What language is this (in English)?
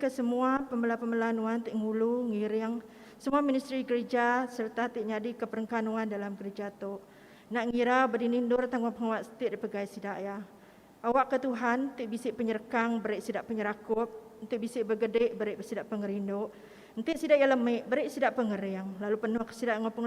Iban